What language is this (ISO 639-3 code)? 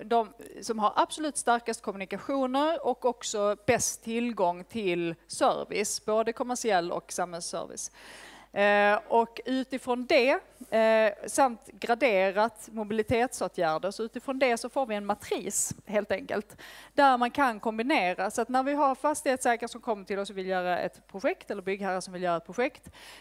swe